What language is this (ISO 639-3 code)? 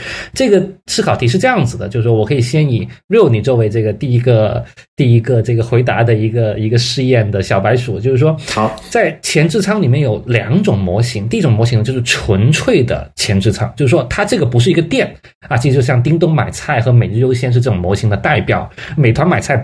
zho